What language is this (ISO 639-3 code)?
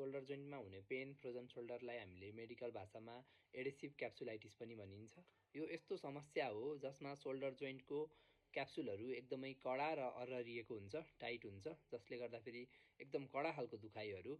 nep